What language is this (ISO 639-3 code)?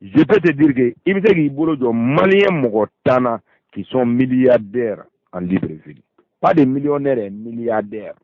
bam